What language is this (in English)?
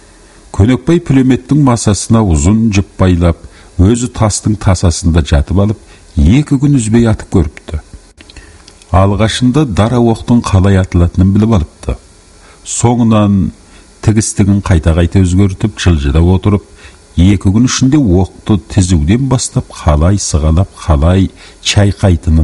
Kazakh